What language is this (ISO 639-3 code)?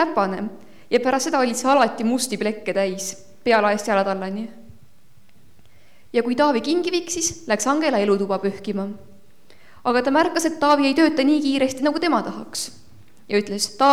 est